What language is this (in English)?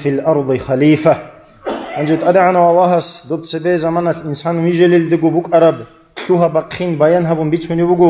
Avaric